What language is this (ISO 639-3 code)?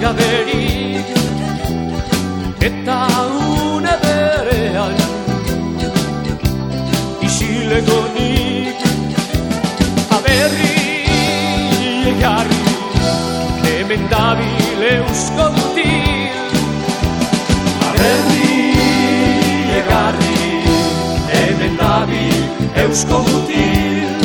eus